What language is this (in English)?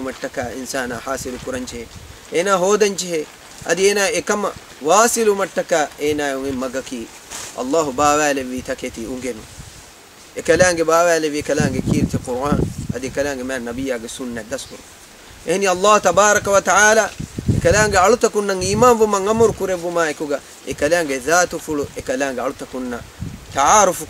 Divehi